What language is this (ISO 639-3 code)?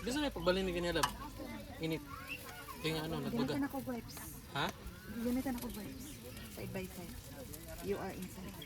ceb